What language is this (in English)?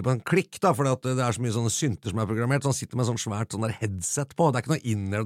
Norwegian